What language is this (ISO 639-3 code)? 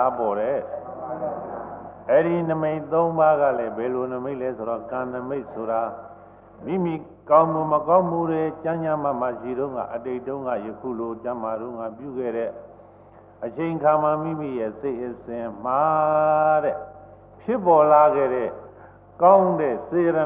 mya